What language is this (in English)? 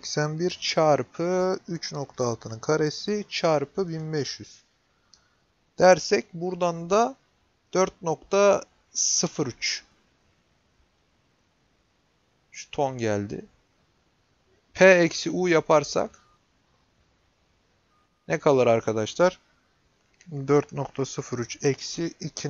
Turkish